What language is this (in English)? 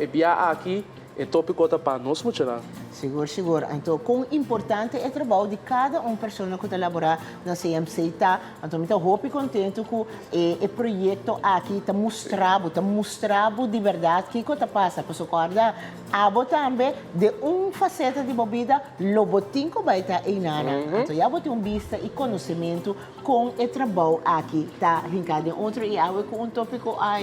Papiamento